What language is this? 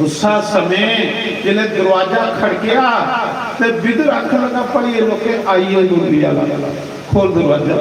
Dogri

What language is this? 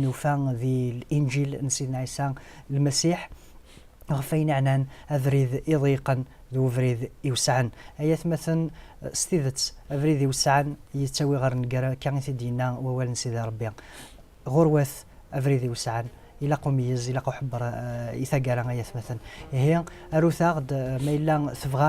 Kabyle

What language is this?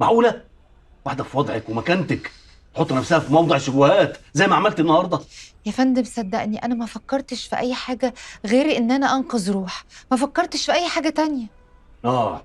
Egyptian Arabic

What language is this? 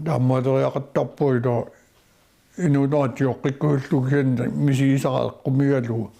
Kalaallisut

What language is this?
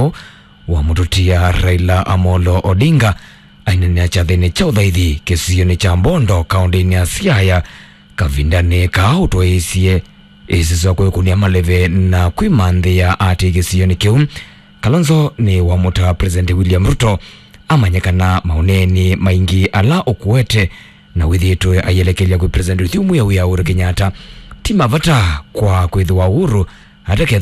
Kamba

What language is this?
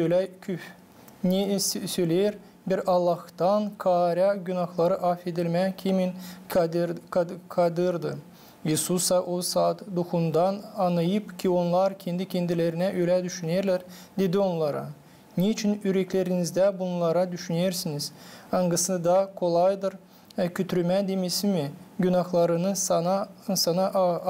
Gagauz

